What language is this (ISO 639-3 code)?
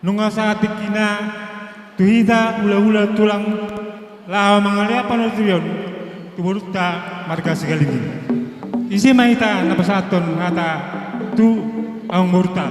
bbc